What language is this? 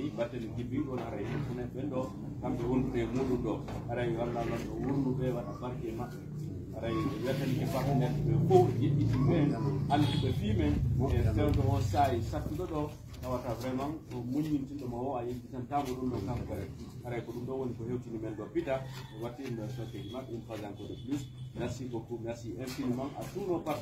Pular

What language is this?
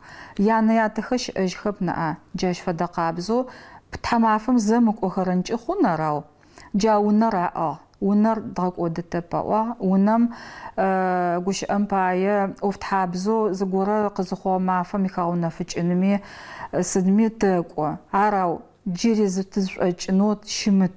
Adyghe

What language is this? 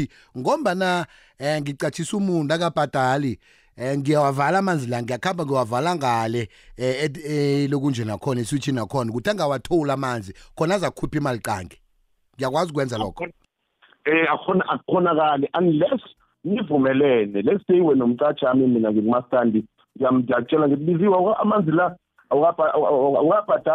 South Ndebele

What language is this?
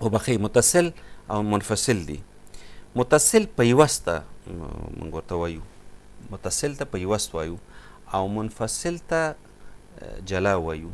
Pashto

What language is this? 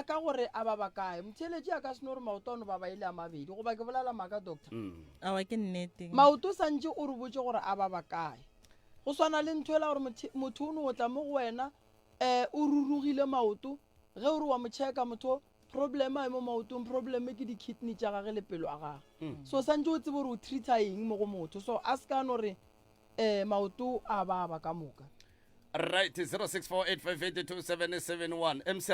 Northern Sotho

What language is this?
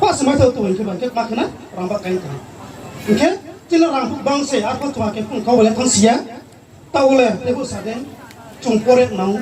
Riang (India)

